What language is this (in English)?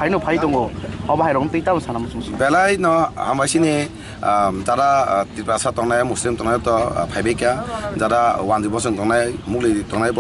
Kok Borok